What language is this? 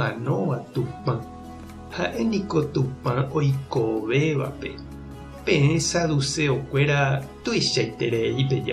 Guarani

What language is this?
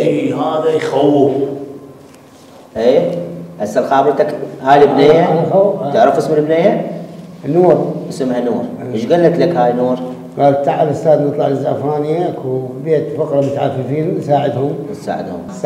Mesopotamian Arabic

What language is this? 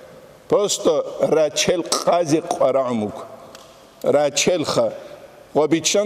Avaric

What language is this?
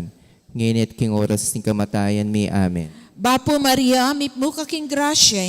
Pampanga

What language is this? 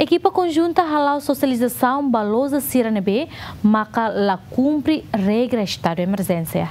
Tetum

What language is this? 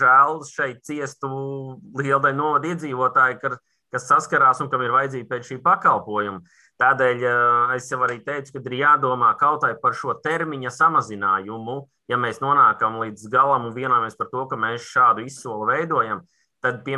Latvian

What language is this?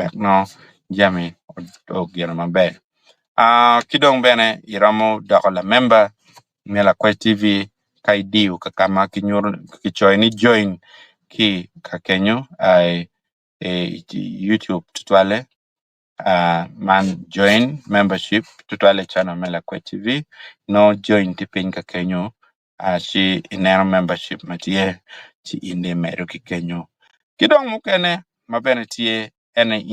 Acoli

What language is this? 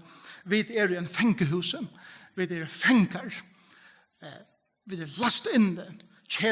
Faroese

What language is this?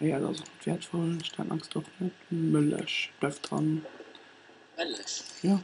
Luxembourgish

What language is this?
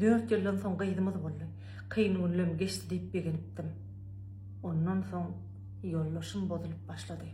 Turkmen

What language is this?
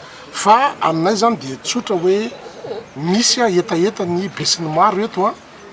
Malagasy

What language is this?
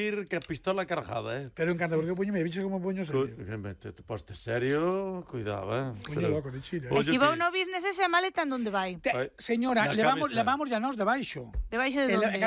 Galician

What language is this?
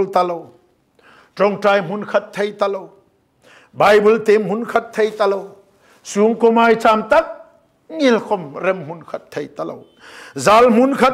Hmar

